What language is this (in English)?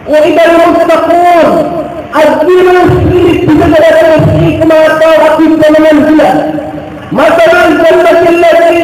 Maranao